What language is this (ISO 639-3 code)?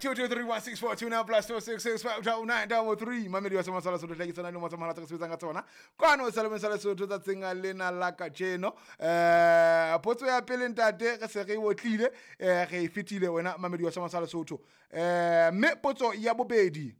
sot